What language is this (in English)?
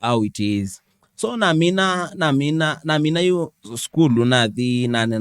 Kamba